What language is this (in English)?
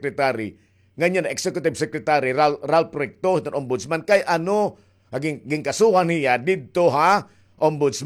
Waray